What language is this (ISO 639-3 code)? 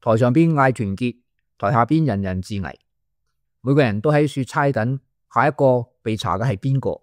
yue